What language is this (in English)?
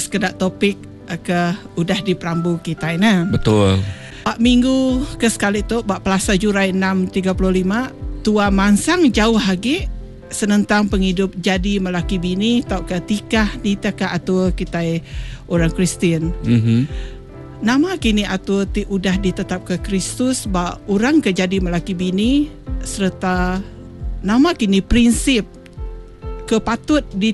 Iban